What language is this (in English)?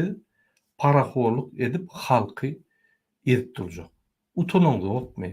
Turkmen